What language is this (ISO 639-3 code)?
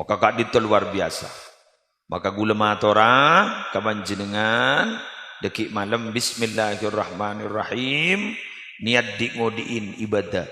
mad